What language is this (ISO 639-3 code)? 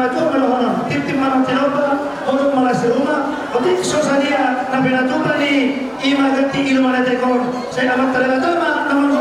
bbc